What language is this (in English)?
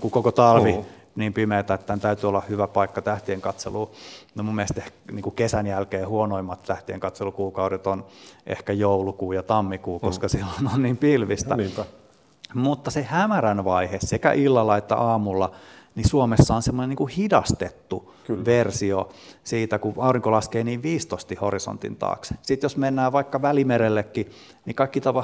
Finnish